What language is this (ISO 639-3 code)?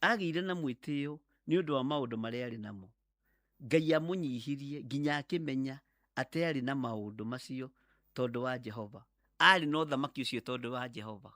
kik